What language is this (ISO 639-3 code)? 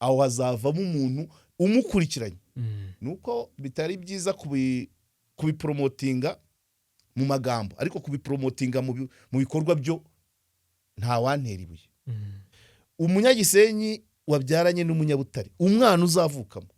kin